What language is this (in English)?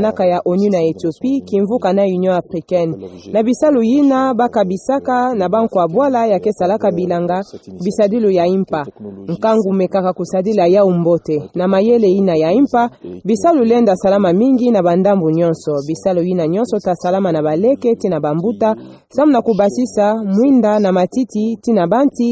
Kituba (Democratic Republic of Congo)